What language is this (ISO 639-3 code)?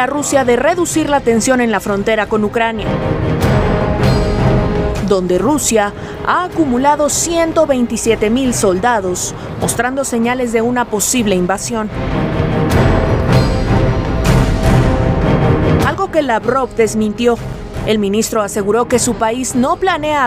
spa